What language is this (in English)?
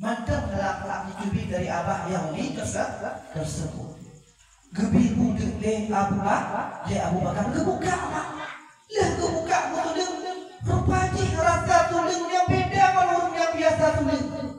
Achinese